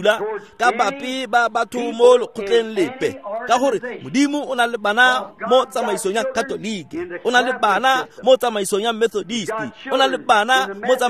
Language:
Tswana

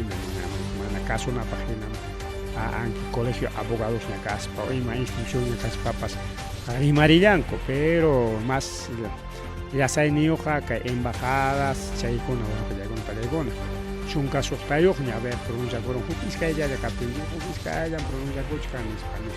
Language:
Ayacucho Quechua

